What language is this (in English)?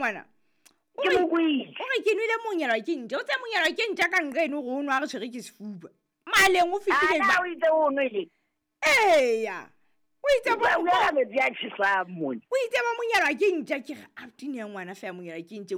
Southern Sotho